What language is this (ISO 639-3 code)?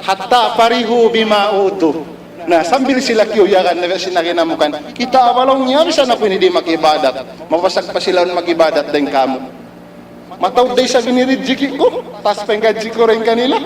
tsg